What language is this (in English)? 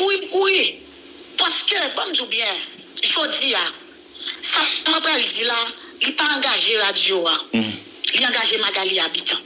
Haitian Creole